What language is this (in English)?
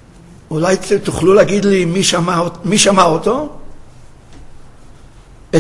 Hebrew